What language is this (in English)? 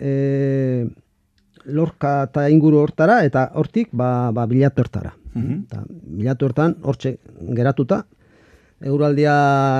Basque